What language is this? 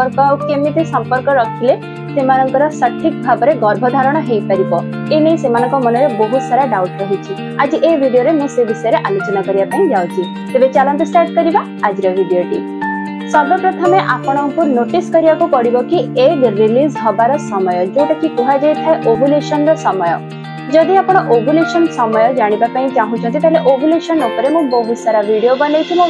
Odia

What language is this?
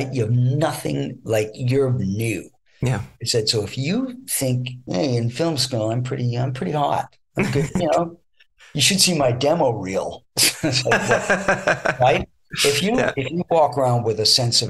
English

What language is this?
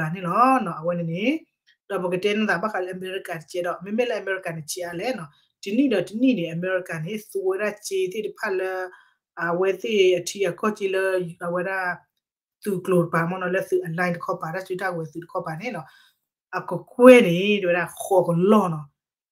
S'gaw Karen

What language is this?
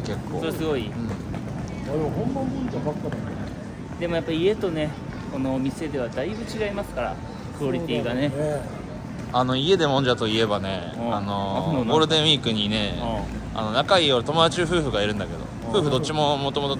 Japanese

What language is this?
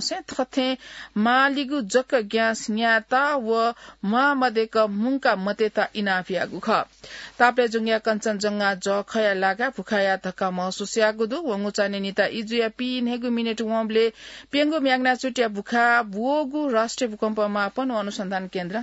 Newari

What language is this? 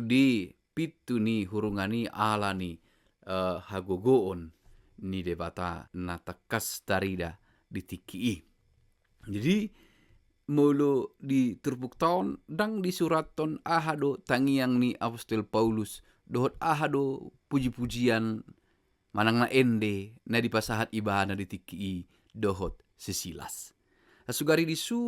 Batak Toba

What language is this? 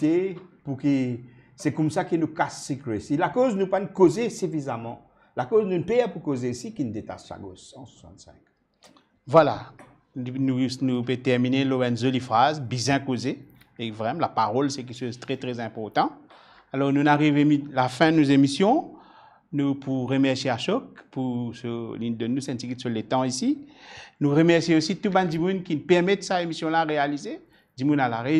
Morisyen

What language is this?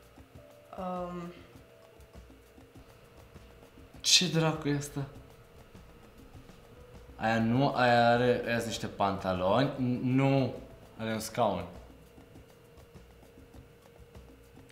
Romanian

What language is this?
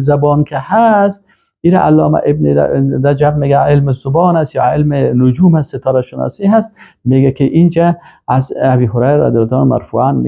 Persian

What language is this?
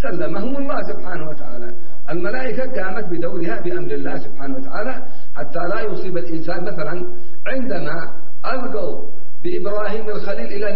Arabic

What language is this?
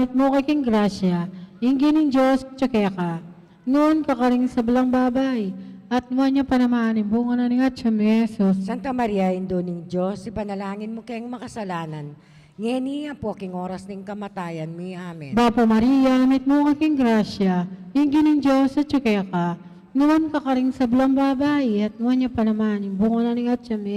Pampanga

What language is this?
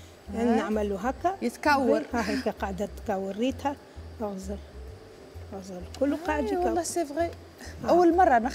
Tunisian Arabic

